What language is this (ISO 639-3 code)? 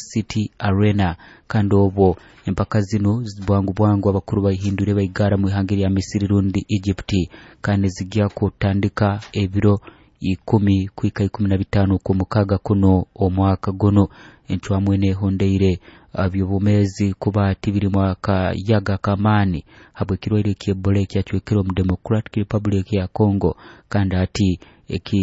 nyo